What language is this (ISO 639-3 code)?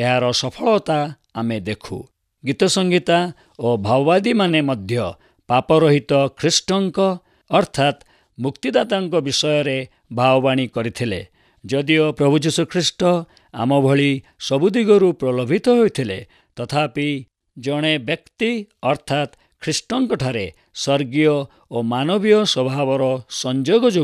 ori